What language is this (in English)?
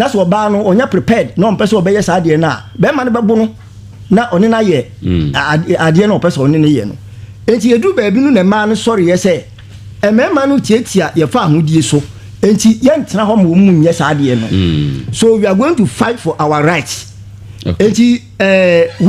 Akan